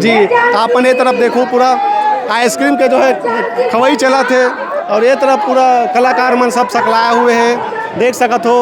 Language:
Chhattisgarhi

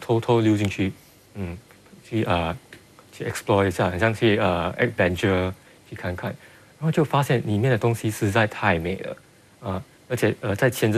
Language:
Chinese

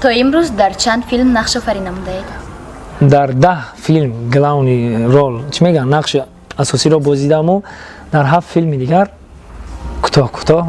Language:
Tajik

